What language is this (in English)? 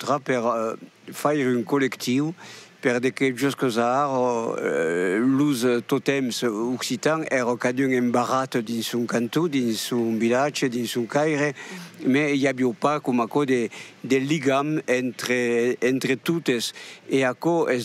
Occitan